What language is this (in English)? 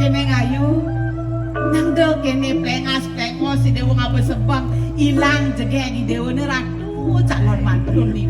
Balinese